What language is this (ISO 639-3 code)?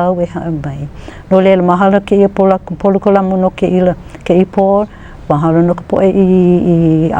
haw